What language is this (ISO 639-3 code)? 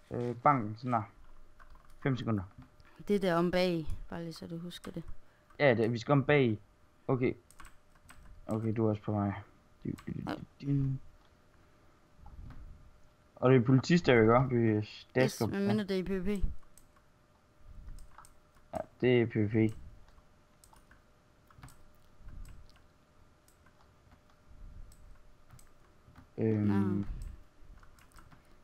dan